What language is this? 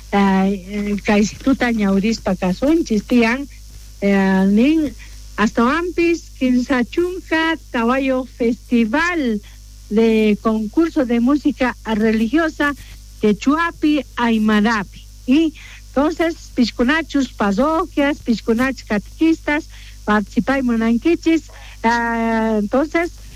South Bolivian Quechua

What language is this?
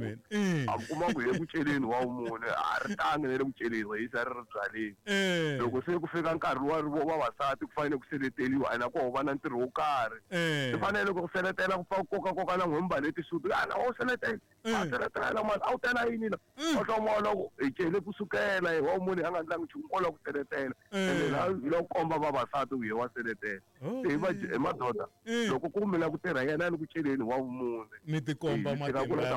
Tsonga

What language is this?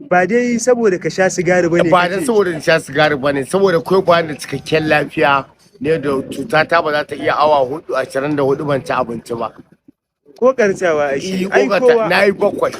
Hausa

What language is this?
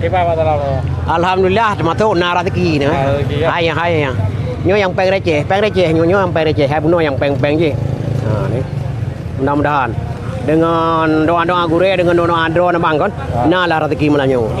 Achinese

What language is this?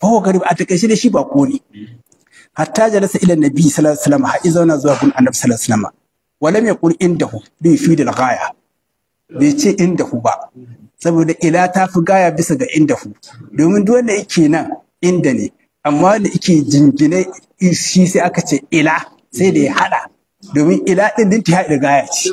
Hausa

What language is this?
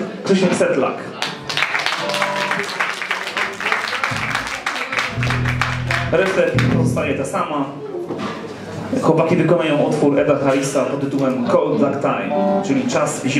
Polish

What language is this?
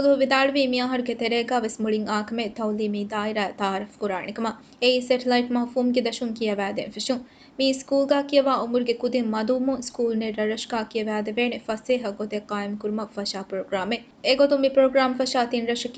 Divehi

